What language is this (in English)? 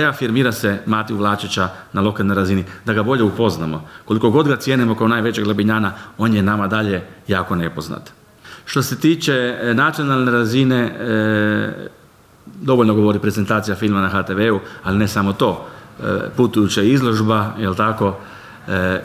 Croatian